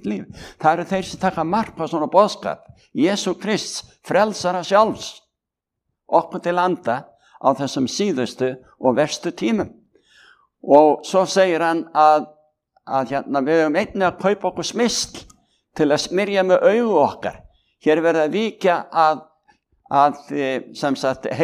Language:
Icelandic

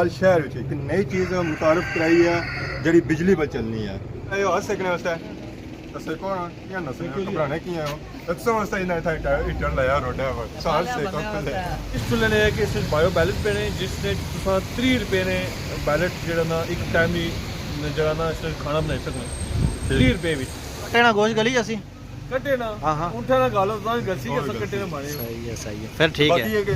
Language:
Pahari-Potwari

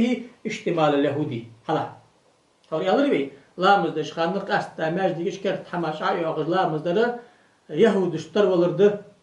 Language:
Ingush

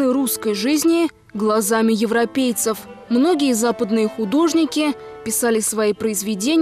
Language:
Russian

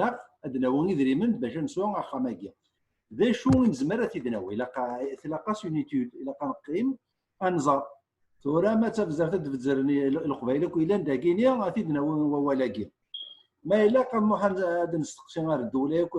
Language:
Kabyle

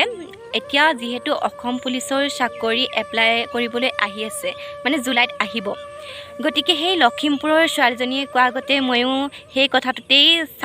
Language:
Assamese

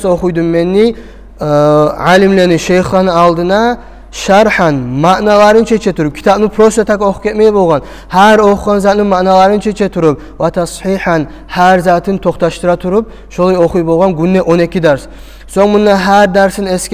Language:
Kumyk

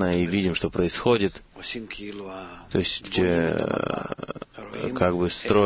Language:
Russian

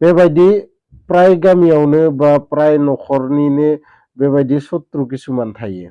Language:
Bodo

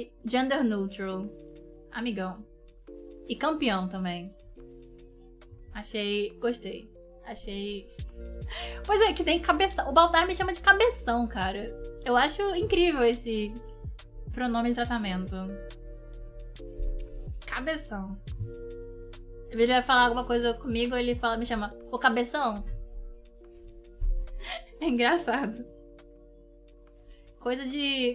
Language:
Portuguese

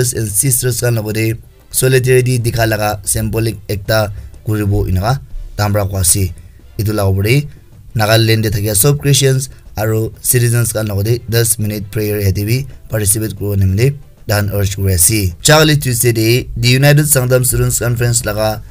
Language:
Naga Pidgin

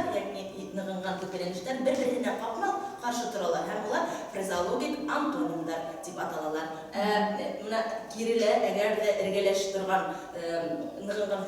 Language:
Bashkir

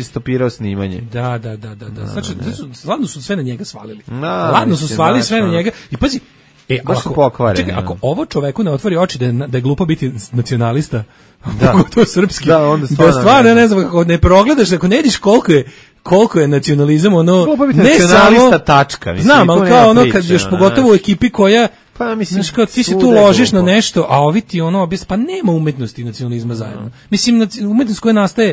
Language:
Serbian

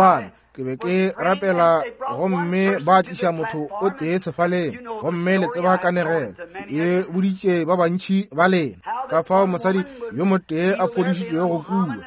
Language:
Northern Sotho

